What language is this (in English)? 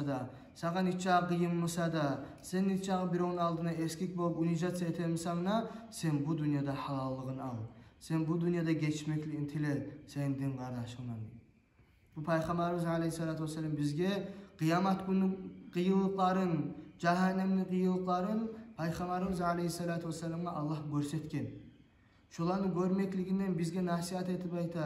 Kumyk